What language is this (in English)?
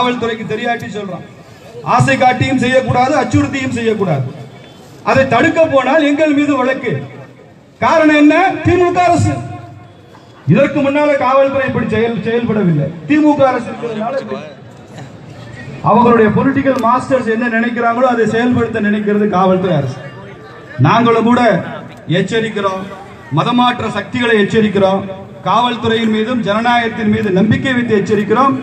Tamil